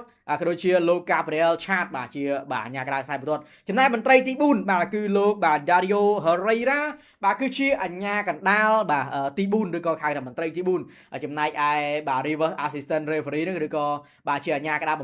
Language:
Khmer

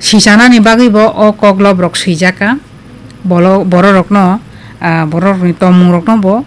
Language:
Kok Borok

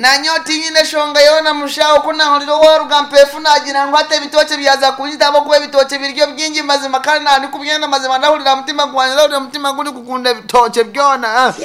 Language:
Nyankole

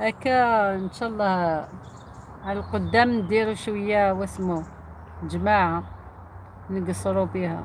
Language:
Algerian Arabic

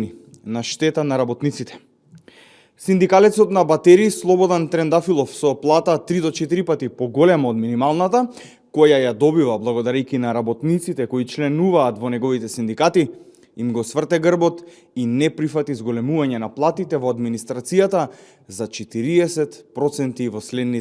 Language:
Macedonian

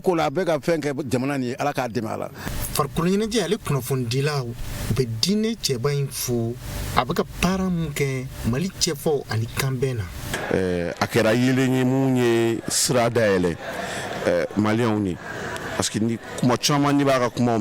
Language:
Bambara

